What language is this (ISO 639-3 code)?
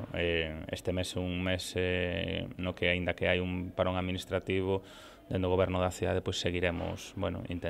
glg